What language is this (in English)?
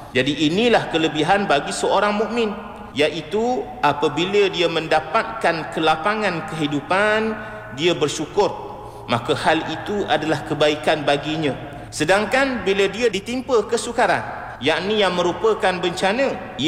Malay